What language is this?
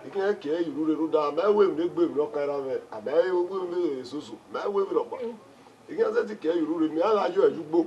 Bini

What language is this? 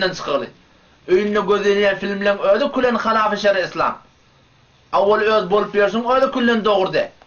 Turkmen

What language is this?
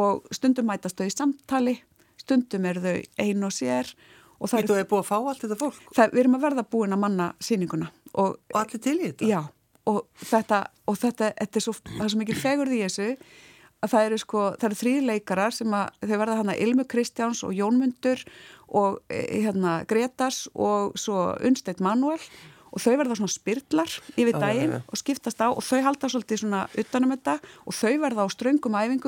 Icelandic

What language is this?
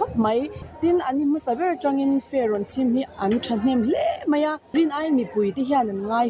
Mizo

